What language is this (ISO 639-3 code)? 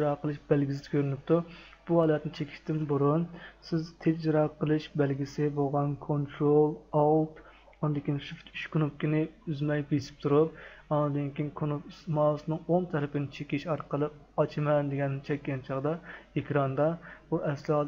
uig